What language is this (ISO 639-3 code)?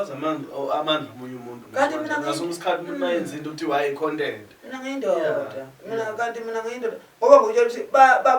zul